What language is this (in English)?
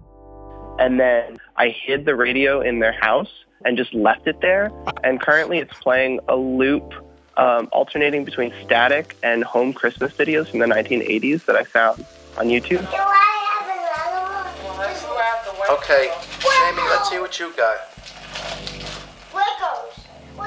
English